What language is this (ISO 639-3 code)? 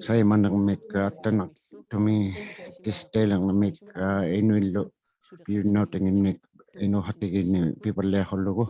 iku